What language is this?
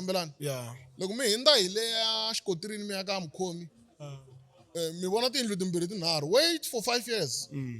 Tsonga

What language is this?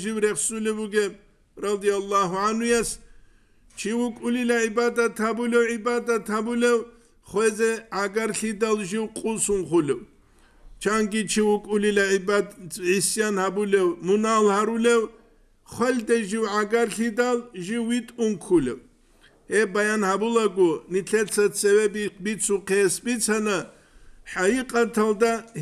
Avaric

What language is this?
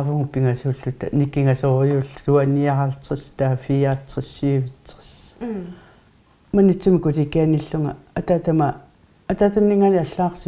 Kalaallisut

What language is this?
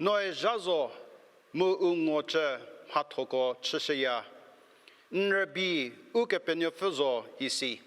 Angami Naga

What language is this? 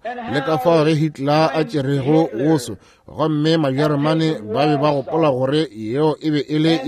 Northern Sotho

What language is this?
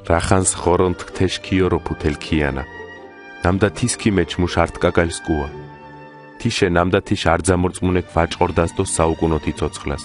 Mingrelian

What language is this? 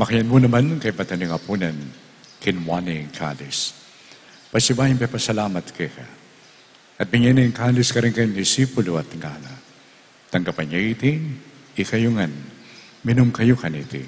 Pampanga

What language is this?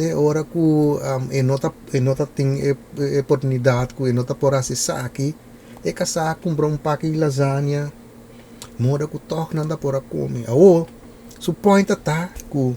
Papiamento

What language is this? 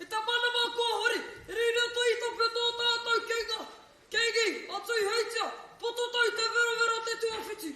Māori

